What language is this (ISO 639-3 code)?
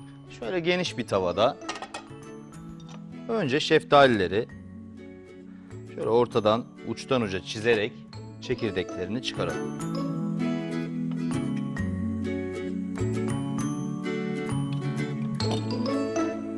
tur